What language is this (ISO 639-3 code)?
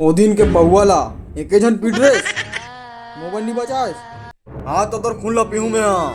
hne